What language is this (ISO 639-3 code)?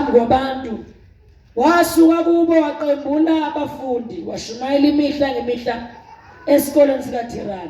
zul